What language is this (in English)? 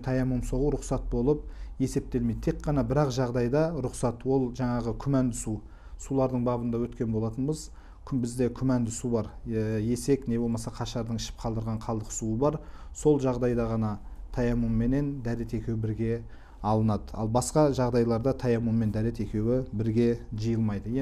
Kazakh